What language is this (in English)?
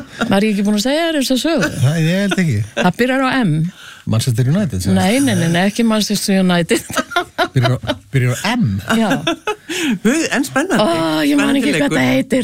Icelandic